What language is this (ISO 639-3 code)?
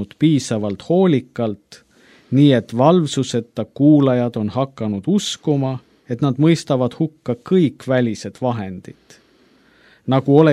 est